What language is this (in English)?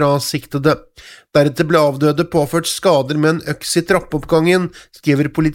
Norwegian